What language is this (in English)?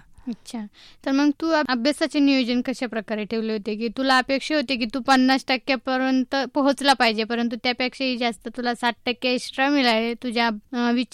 Marathi